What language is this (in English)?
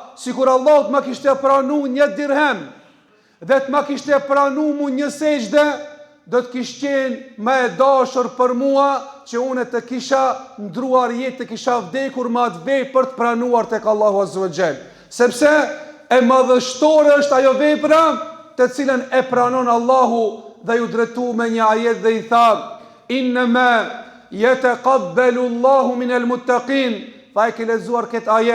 Albanian